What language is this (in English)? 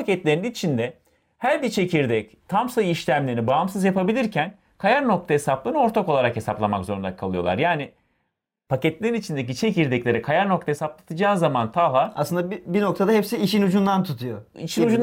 Turkish